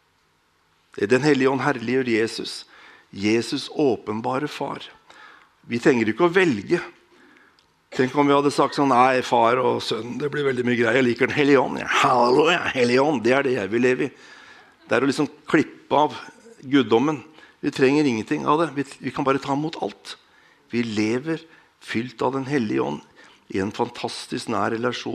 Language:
Norwegian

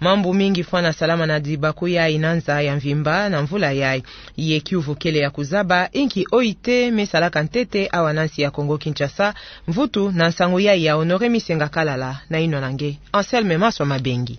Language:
Kituba (Democratic Republic of Congo)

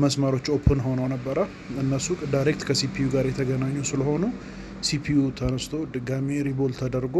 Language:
Amharic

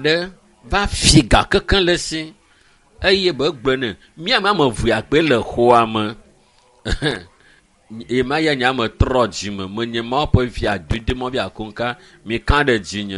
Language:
Ewe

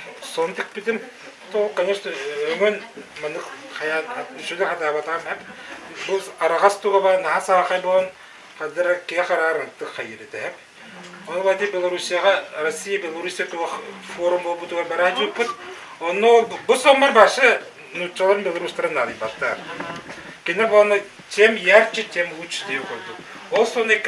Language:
Yakut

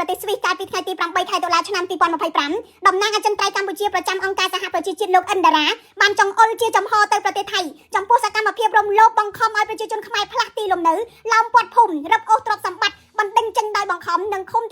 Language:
Khmer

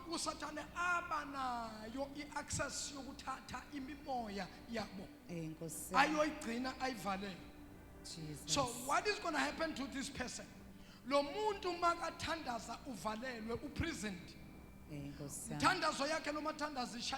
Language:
Zulu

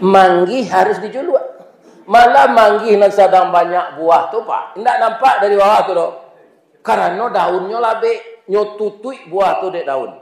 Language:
Minangkabau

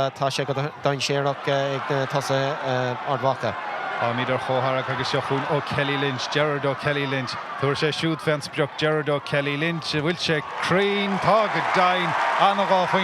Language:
Irish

